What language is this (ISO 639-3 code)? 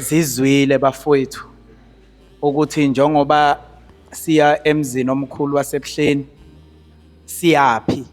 zul